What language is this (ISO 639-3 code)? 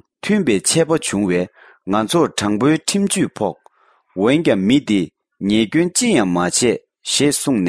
bod